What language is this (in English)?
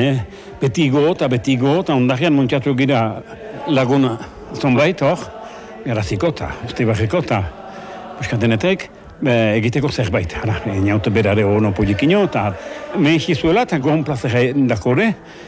Basque